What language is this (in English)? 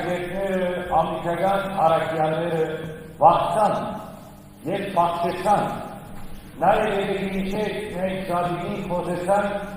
Western Armenian